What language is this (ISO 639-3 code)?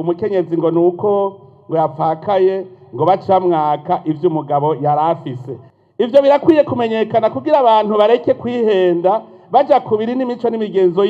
run